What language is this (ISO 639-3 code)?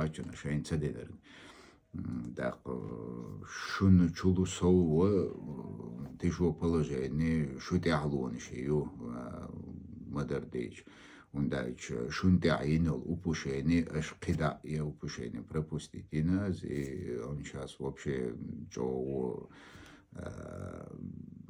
che